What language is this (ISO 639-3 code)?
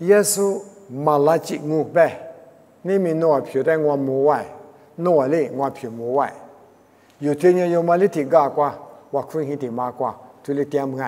lis